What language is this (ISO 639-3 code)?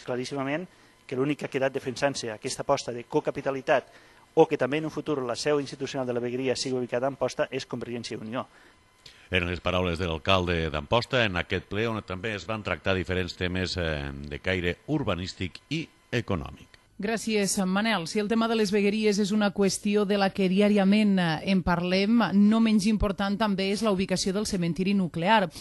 cat